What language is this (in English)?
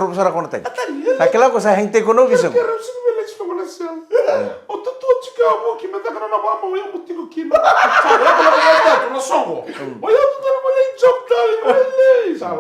Fijian